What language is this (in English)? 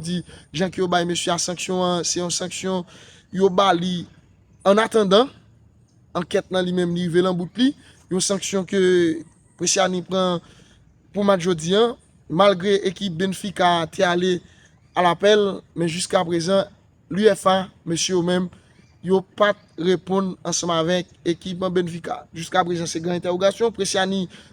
Haitian Creole